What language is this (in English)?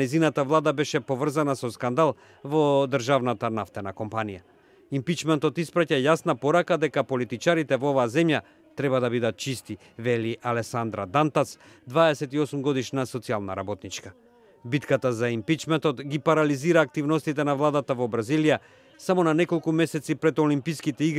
Macedonian